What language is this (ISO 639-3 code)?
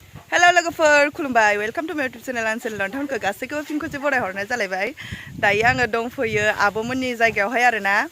brx